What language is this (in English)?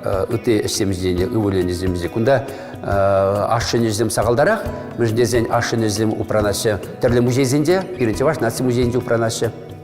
Chuvash